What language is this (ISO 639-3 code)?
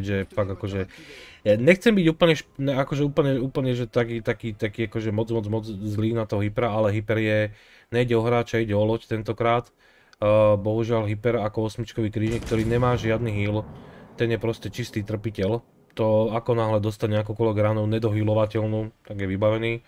slk